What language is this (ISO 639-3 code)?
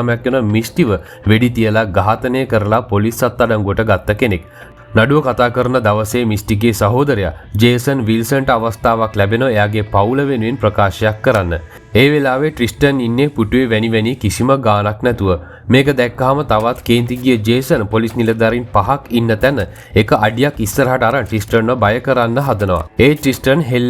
sin